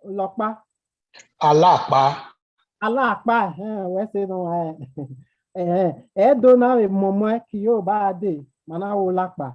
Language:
Bini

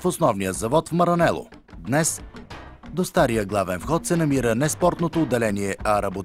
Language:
Bulgarian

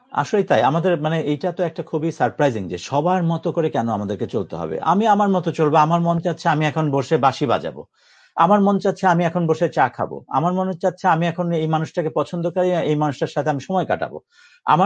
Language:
Bangla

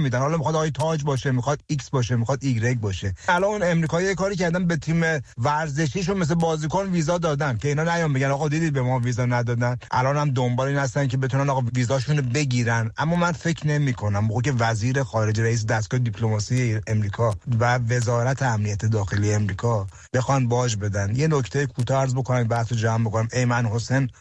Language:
Persian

